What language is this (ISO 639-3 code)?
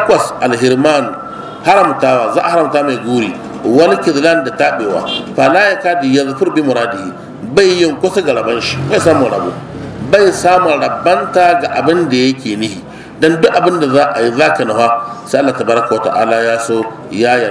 hau